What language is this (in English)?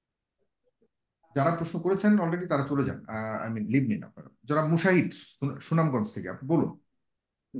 Bangla